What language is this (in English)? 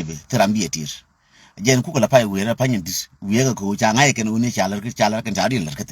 Nuer